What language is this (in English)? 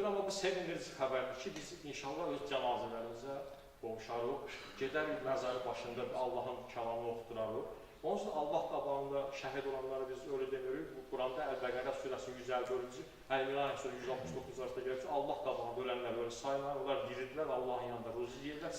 Azerbaijani